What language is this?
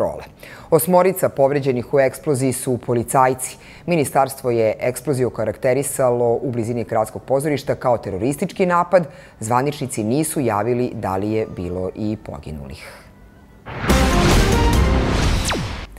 Serbian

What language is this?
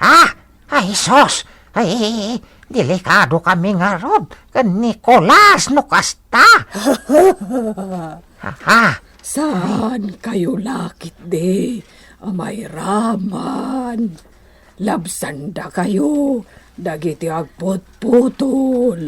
Iloko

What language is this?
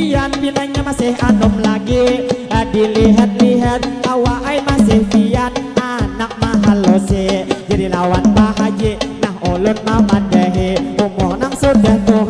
Banjar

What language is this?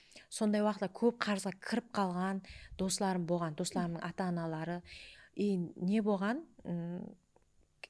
Kara-Kalpak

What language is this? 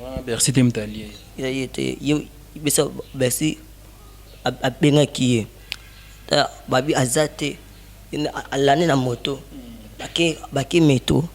Lingala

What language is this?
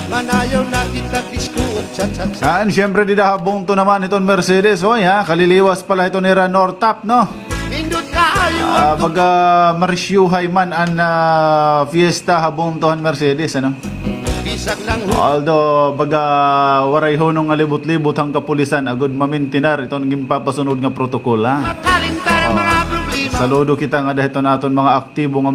Waray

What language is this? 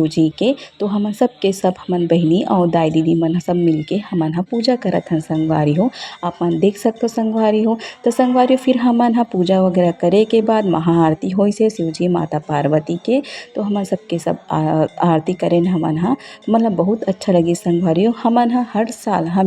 Chhattisgarhi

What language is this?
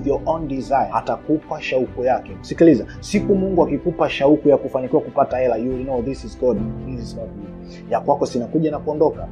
Swahili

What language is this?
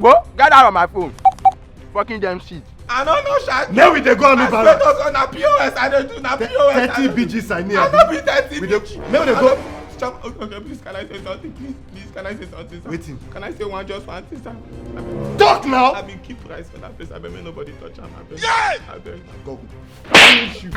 Nigerian Pidgin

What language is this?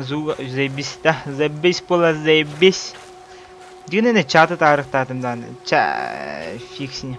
Yakut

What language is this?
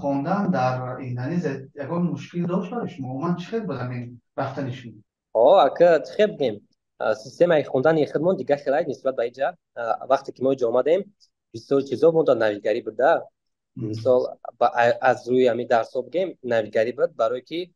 Tajik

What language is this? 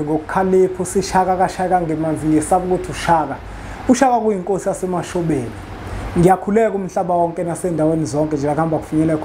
Zulu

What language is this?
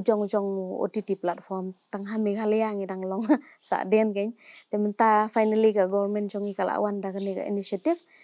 Khasi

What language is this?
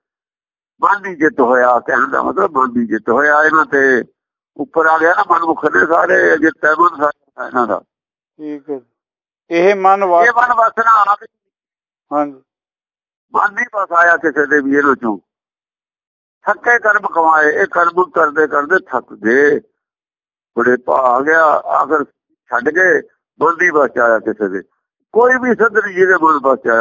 Punjabi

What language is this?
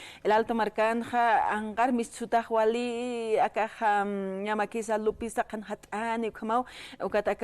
Aymara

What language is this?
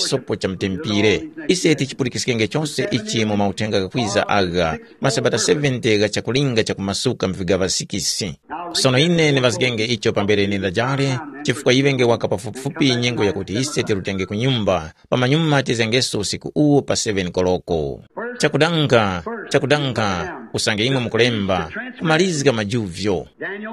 Tumbuka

